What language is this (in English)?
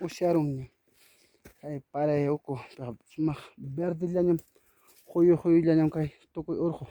Ayacucho Quechua